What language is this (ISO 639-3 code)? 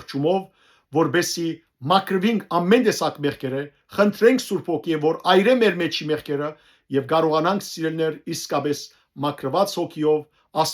hyw